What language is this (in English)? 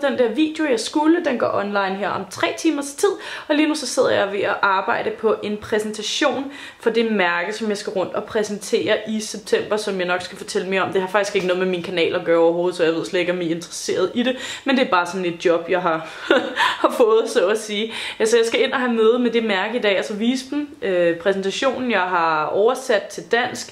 Danish